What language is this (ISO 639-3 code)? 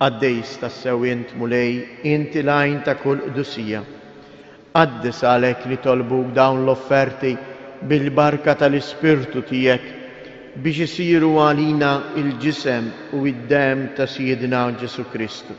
mlt